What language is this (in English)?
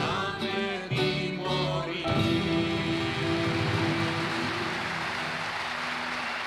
Greek